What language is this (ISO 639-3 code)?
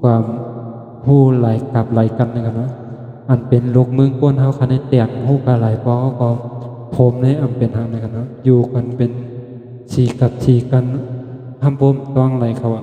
shn